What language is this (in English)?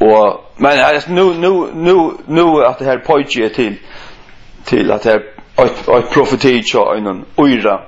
Faroese